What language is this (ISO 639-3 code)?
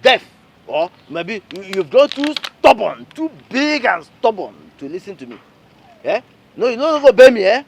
pcm